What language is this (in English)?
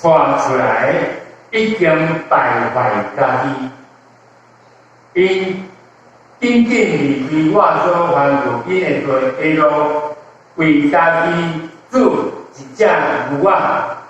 Min Nan Chinese